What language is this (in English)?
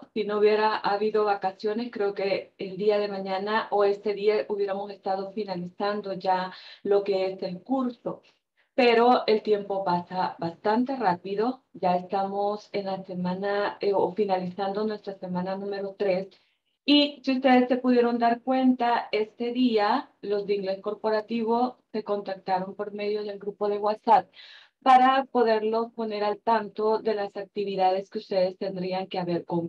Spanish